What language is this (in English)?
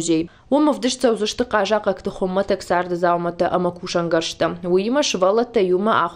Ossetic